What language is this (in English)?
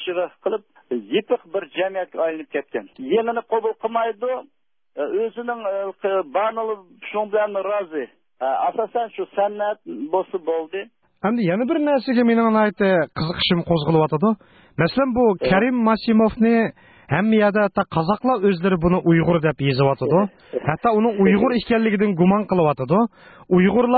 Uyghur